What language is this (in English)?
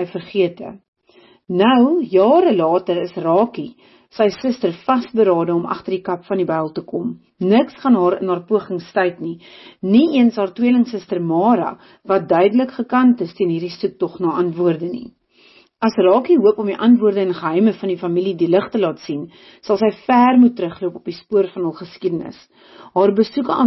Afrikaans